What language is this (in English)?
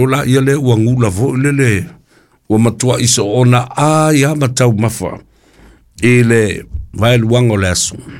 Samoan